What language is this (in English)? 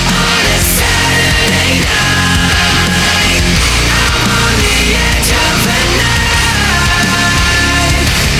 Italian